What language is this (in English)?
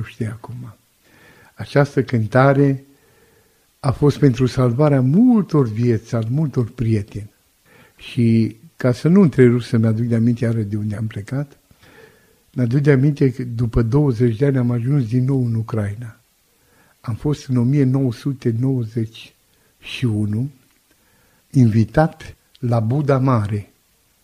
Romanian